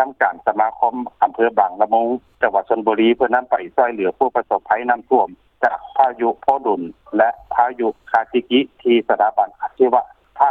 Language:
Lao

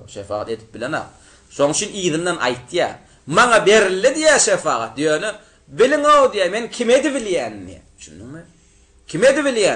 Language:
Turkmen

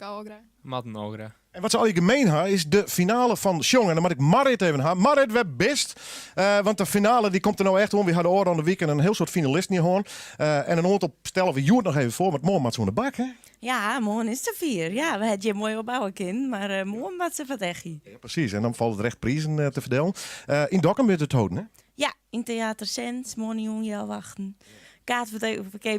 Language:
Western Frisian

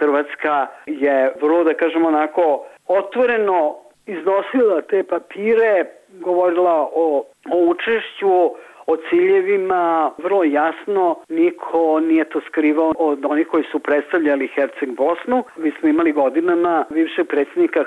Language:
Bosnian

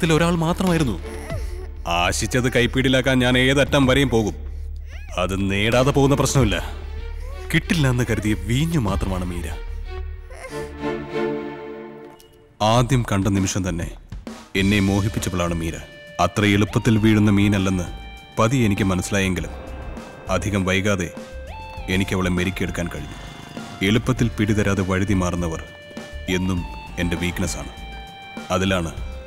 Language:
Malayalam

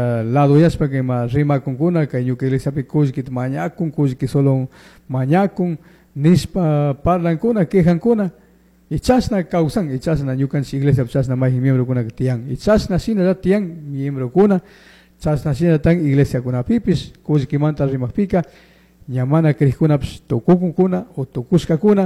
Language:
Chimborazo Highland Quichua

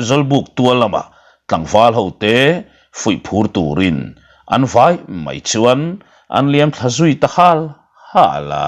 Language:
Mizo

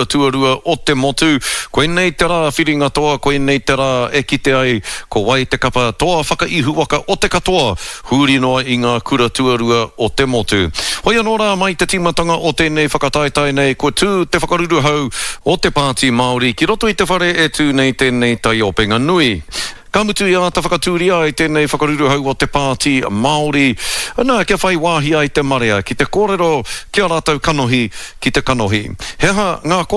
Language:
Māori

